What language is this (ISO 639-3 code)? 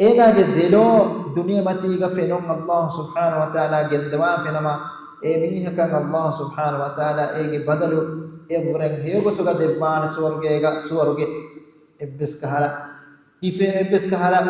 div